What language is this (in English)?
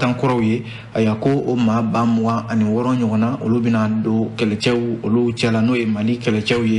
Bambara